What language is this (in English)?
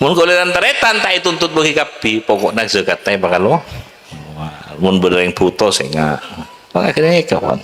Madurese